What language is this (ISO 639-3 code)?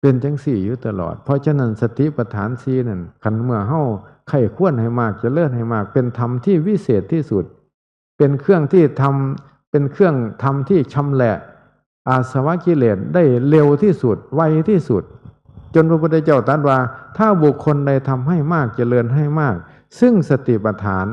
tts